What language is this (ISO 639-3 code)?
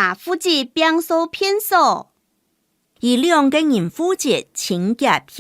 hak